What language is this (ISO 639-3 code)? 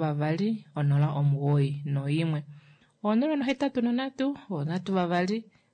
kua